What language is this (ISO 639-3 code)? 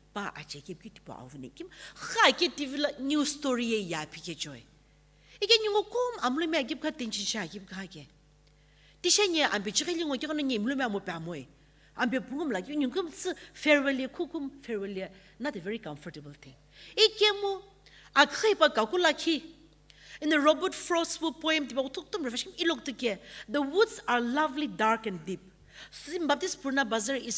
nsm